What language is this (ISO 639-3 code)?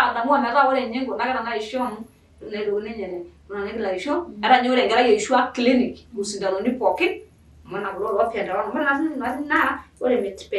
mas